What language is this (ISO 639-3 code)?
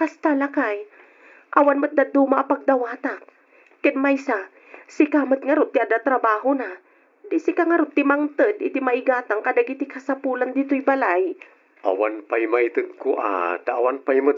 ilo